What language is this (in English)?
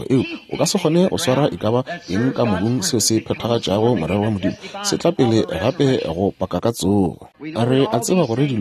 Northern Sotho